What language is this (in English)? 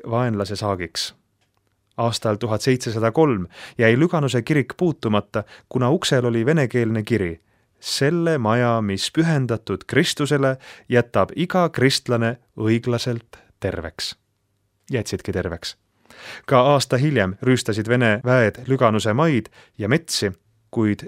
Estonian